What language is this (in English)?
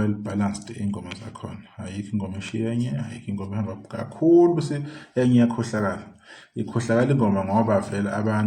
Zulu